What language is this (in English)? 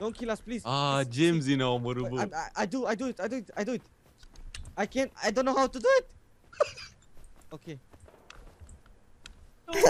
Romanian